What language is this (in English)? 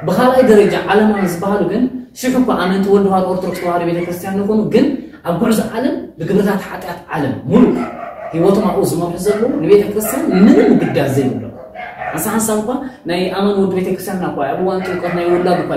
Tigrinya